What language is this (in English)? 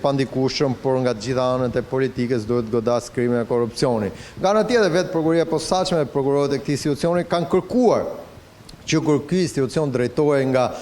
Albanian